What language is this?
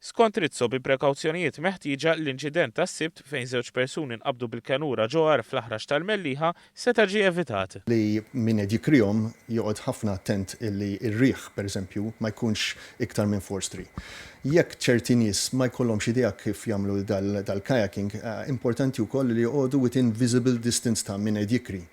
Maltese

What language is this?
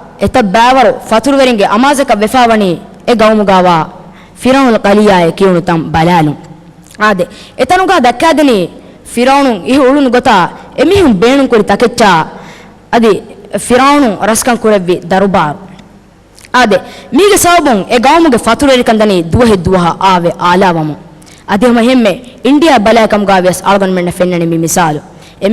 Divehi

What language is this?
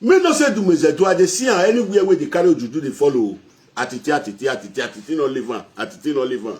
Nigerian Pidgin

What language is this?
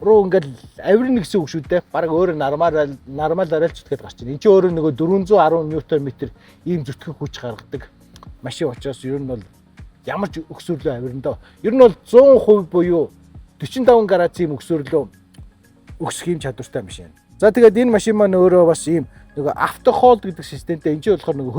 Mongolian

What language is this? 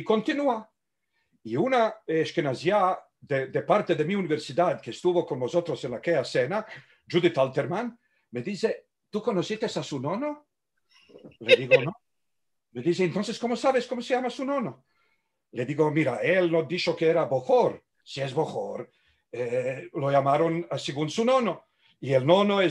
Ladino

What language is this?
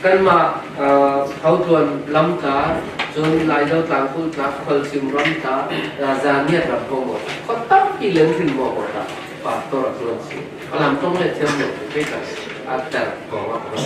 Falam Chin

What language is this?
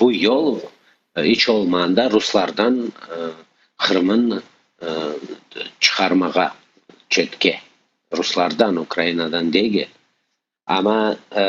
Crimean Tatar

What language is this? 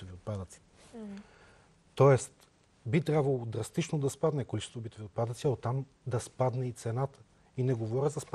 Bulgarian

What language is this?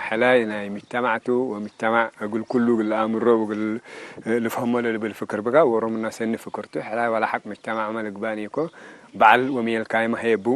Tigre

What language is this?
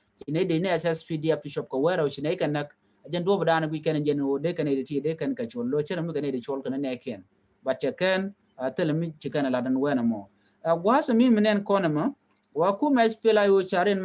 Nuer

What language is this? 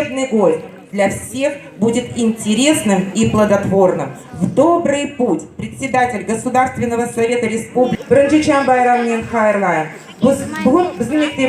Crimean Tatar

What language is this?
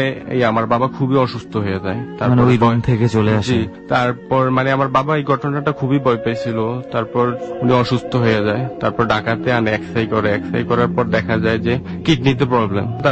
Bangla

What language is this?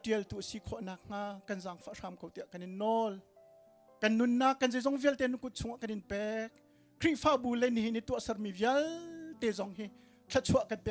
Hakha Chin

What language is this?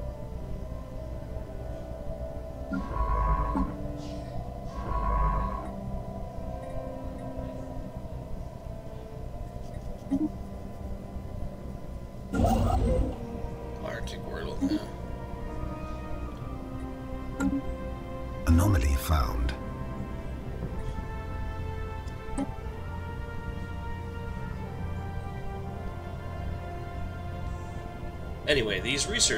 English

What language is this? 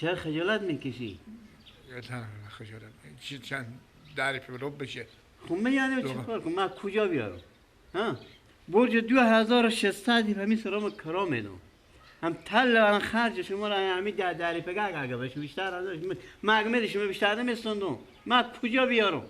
Persian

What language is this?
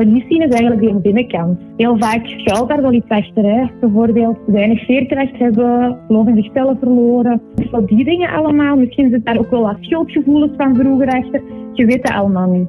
Dutch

